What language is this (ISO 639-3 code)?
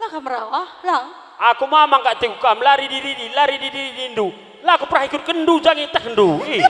btx